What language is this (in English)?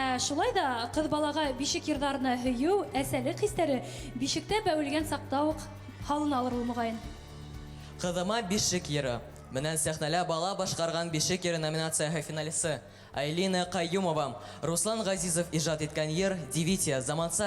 Bashkir